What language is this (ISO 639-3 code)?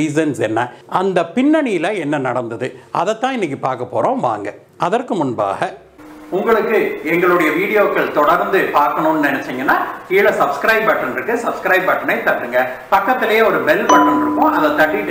tam